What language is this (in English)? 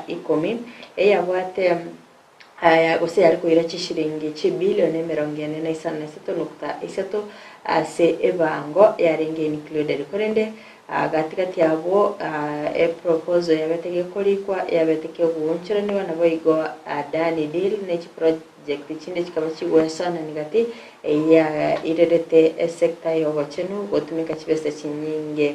Gusii